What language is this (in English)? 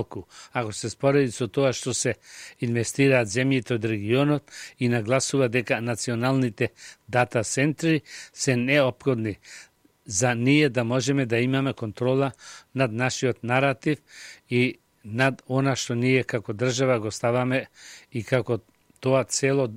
Macedonian